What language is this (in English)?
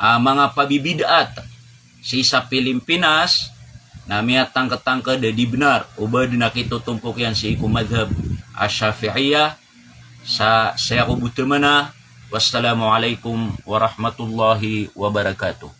Maranao